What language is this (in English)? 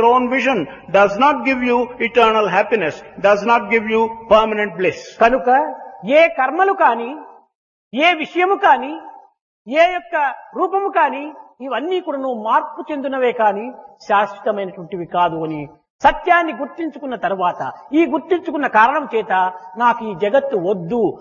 Telugu